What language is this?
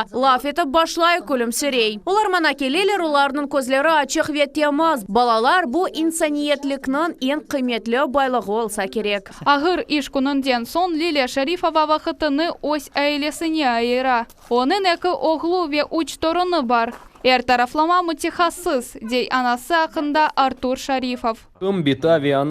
Crimean Tatar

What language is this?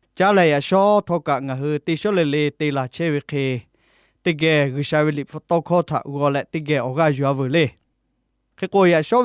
Lahu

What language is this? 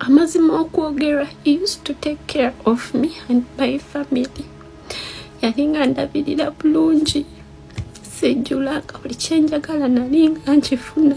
Ganda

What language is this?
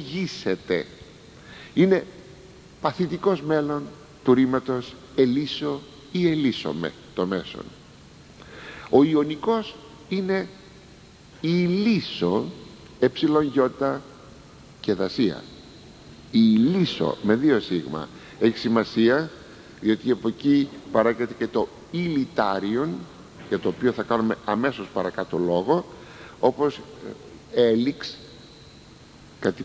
Greek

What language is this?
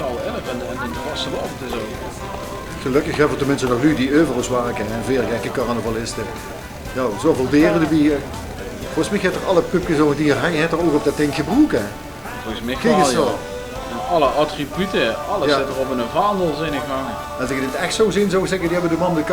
Limburgish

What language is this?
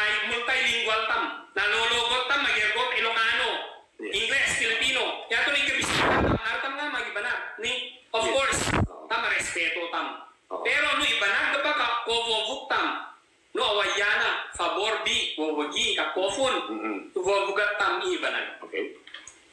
Ibanag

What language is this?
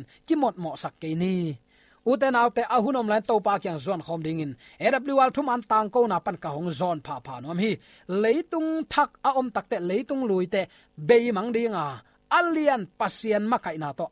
Tedim Chin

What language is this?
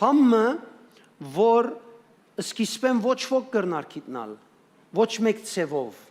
Western Armenian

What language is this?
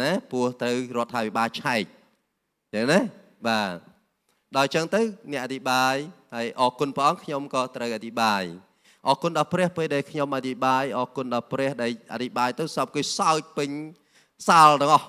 Khmer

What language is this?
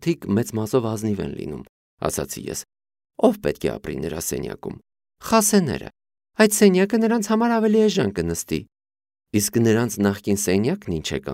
Armenian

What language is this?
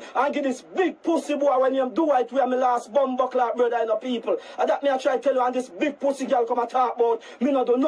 Jamaican Creole English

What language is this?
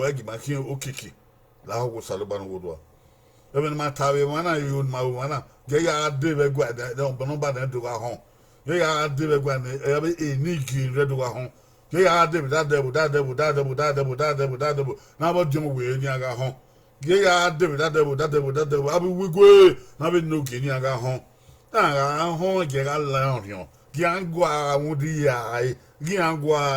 Bini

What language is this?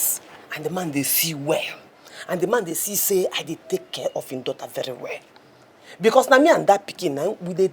Nigerian Pidgin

